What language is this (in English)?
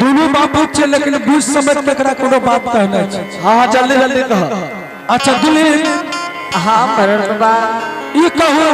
Angika